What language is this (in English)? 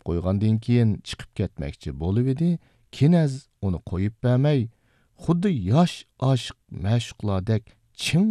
Uyghur